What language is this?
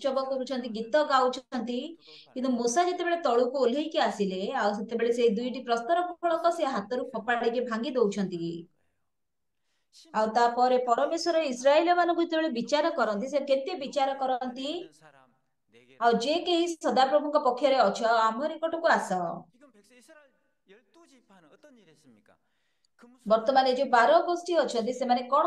Odia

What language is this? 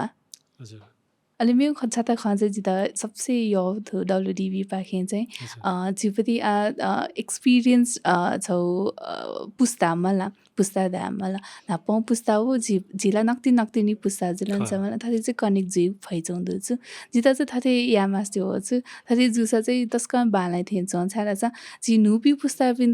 Newari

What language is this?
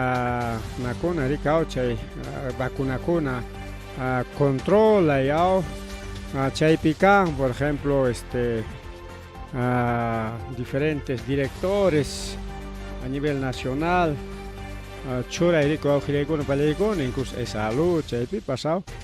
Ayacucho Quechua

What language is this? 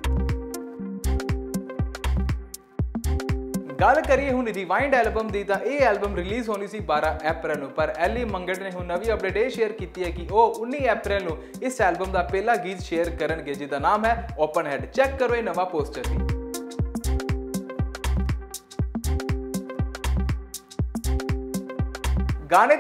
Punjabi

